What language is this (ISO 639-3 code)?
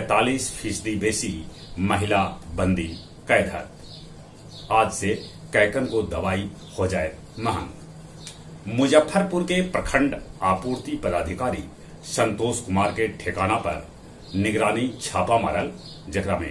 mag